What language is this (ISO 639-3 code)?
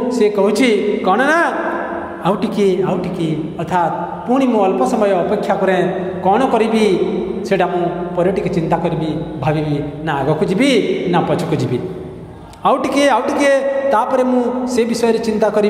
ori